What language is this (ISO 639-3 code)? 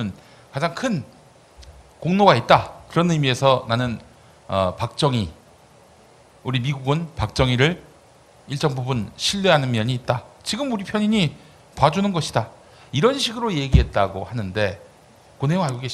kor